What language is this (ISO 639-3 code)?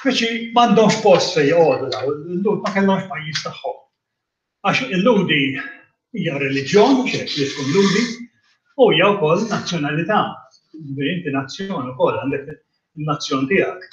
mlt